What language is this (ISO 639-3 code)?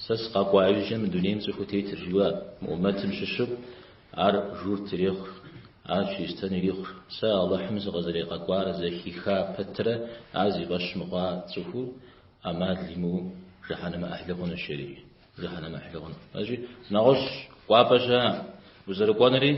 kbd